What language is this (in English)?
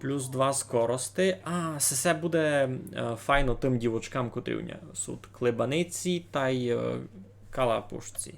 Rusyn